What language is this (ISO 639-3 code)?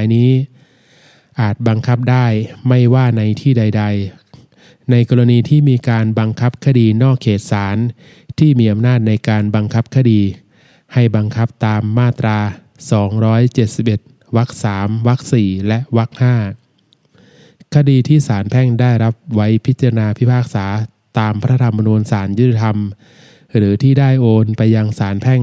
tha